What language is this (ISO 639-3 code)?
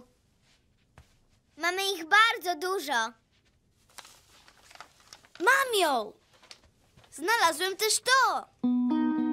pol